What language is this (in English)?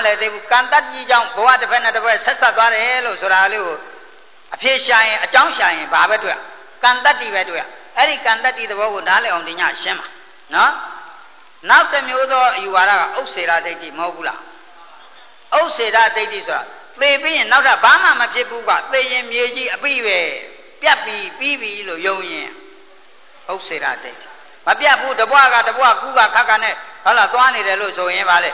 Burmese